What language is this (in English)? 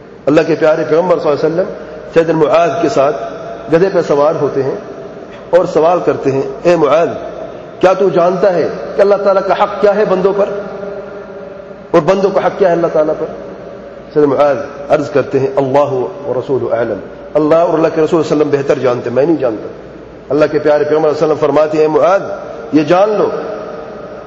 Urdu